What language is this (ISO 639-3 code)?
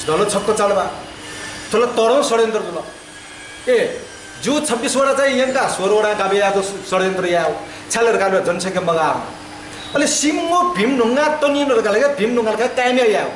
new